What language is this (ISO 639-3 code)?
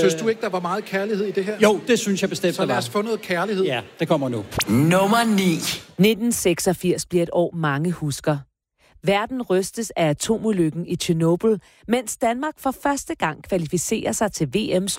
dan